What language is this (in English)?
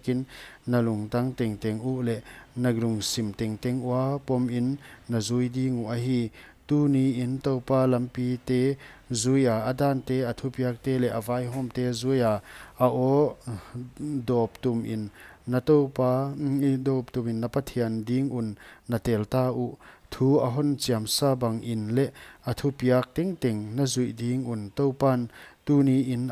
Paite Chin